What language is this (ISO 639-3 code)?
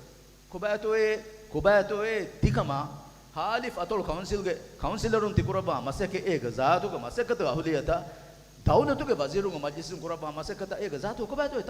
div